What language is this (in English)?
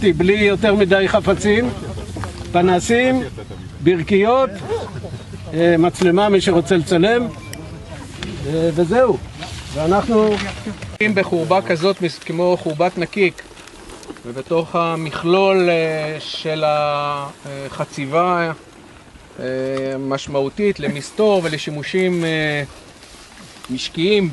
Hebrew